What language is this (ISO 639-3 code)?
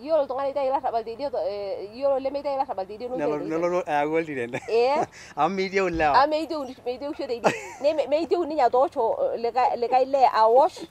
mas